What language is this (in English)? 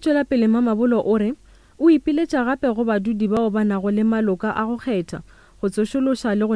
Northern Sotho